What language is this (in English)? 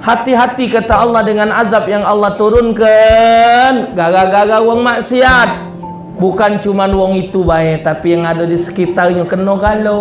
Musi